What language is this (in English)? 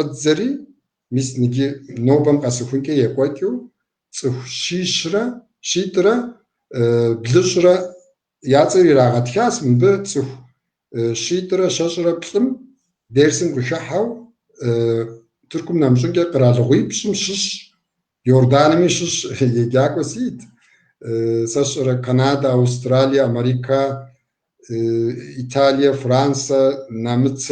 Kabardian